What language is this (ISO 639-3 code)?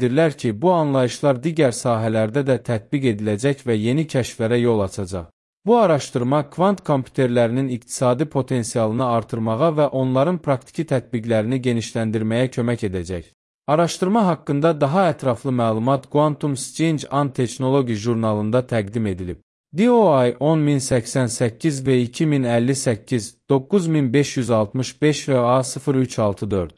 aze